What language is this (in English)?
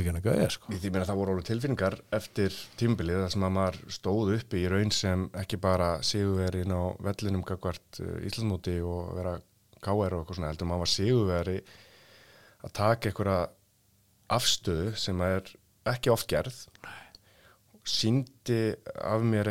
Icelandic